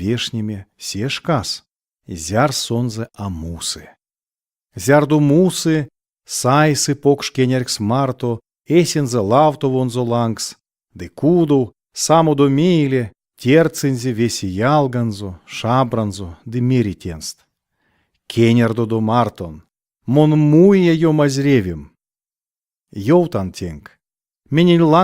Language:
Erzya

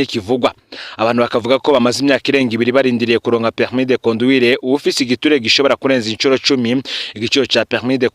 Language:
Rundi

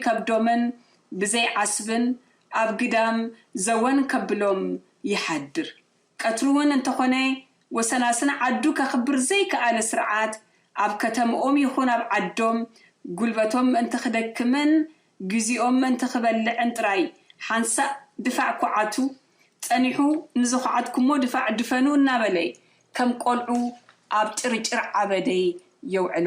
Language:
Tigrinya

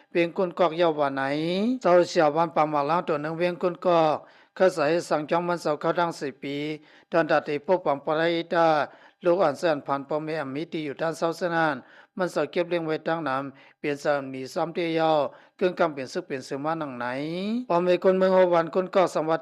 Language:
Shan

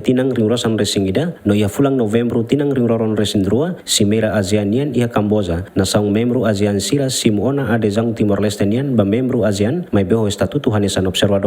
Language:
Tetum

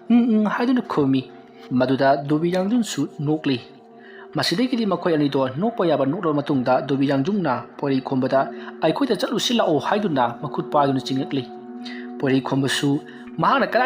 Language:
Manipuri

